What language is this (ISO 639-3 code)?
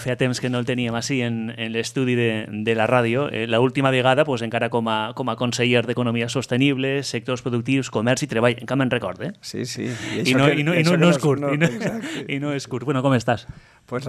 cat